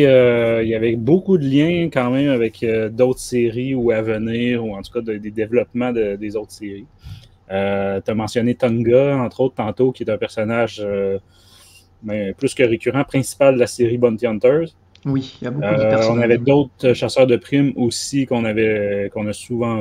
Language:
French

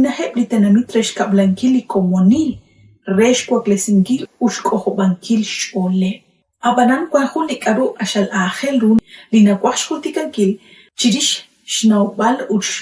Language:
Kekchí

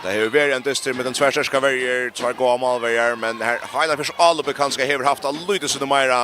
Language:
Faroese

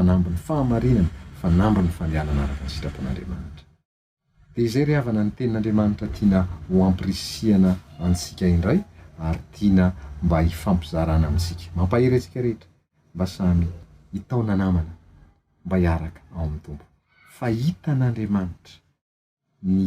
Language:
Malagasy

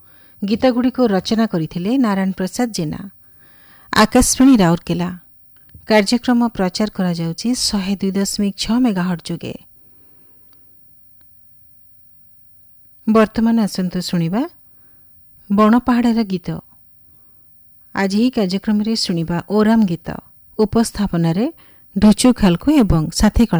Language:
Odia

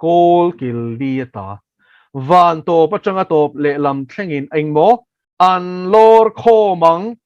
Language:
Mizo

